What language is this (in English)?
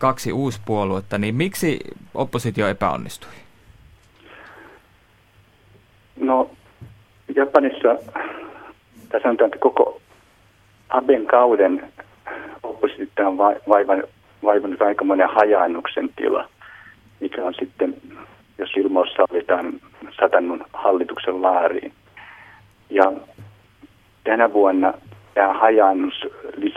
Finnish